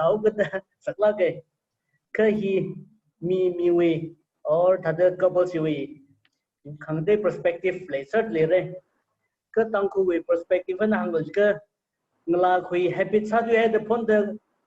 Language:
Tangkhul Naga (India)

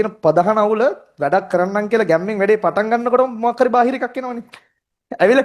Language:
Sinhala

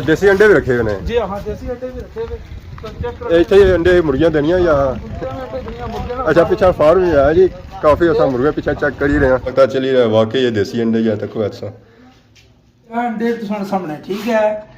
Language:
Pahari-Potwari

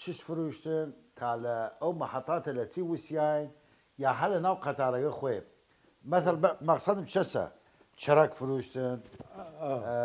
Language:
Southern Kurdish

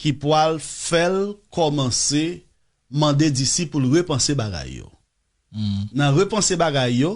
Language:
Haitian Creole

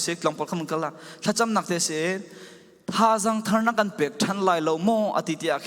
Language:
Falam Chin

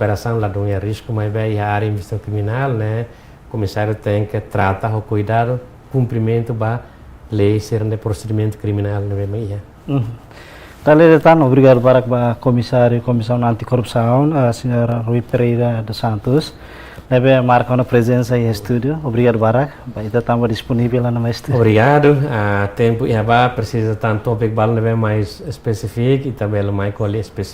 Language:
Tetum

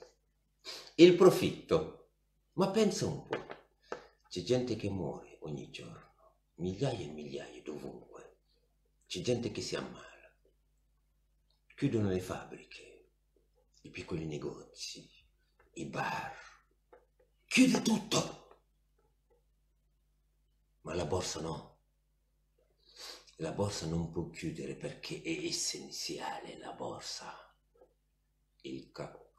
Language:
Italian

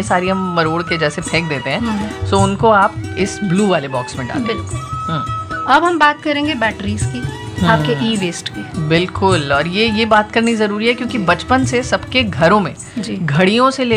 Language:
Hindi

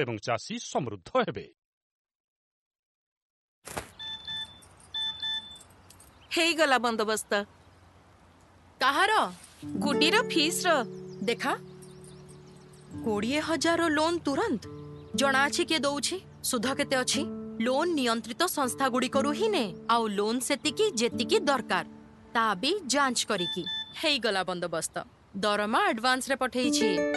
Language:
Odia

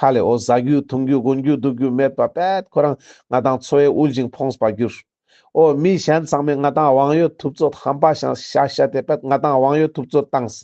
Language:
Ladakhi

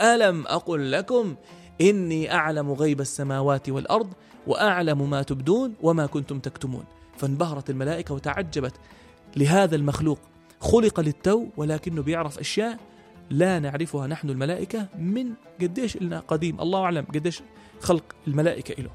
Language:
North Levantine Arabic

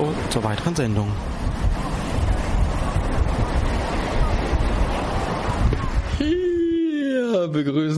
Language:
German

